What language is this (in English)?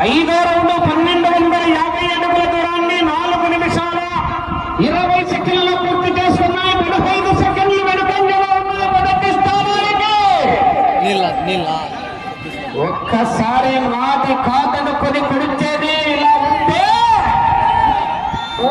Telugu